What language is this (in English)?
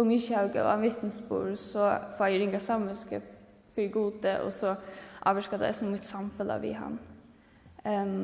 Faroese